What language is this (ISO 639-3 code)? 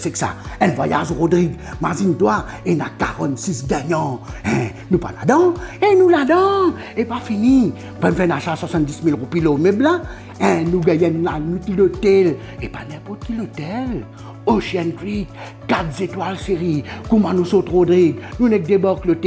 mfe